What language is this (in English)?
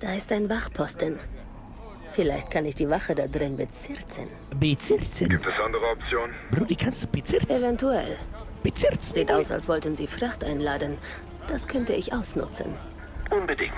Bavarian